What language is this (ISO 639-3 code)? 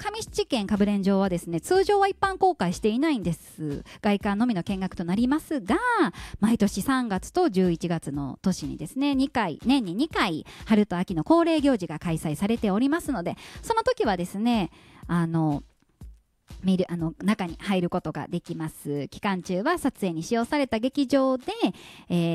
jpn